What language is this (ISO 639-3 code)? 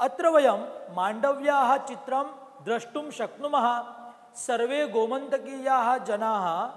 san